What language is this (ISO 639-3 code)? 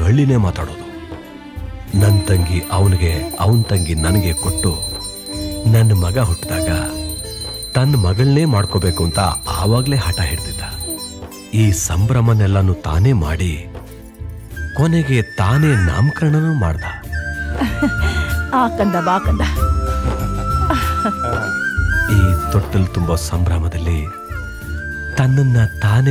kan